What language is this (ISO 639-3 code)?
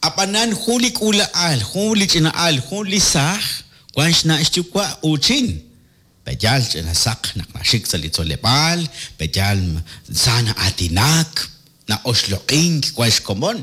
kek